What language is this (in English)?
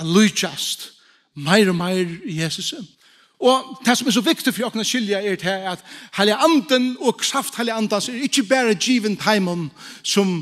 Faroese